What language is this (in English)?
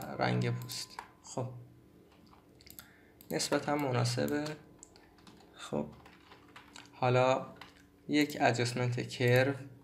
Persian